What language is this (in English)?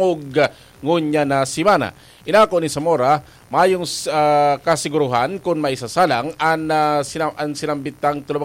Bikol